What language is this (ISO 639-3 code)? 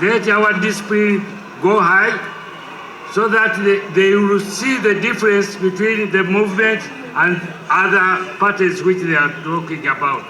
nyn